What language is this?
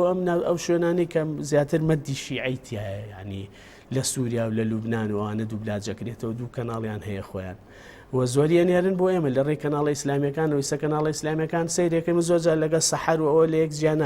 Central Kurdish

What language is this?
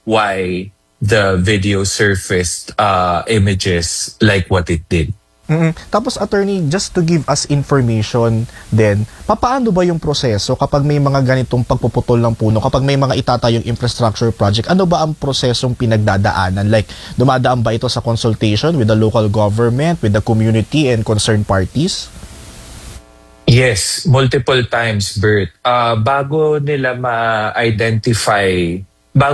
Filipino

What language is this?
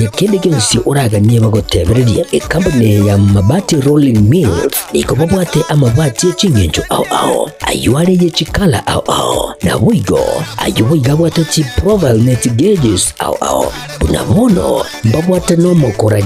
Gusii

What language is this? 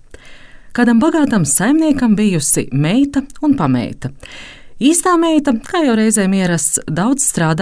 Latvian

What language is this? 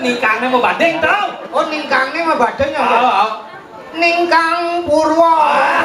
Balinese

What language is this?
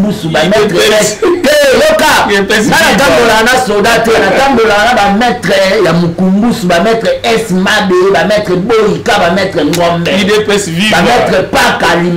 Lingala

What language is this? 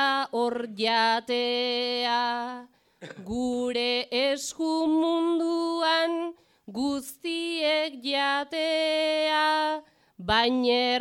Basque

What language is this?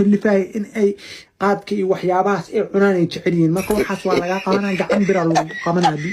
Somali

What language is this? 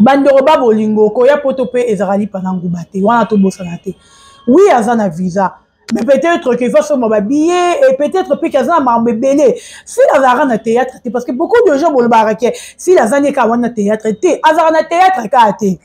Lingala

